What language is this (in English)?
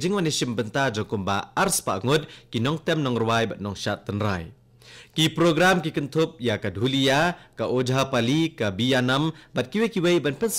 Khasi